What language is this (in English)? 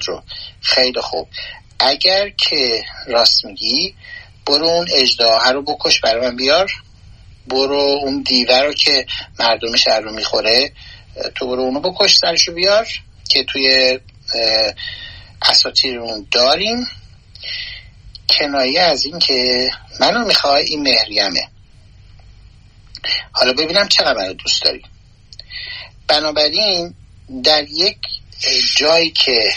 Persian